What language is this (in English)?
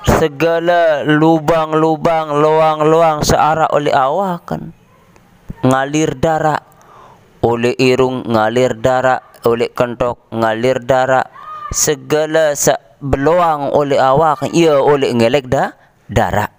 Sasak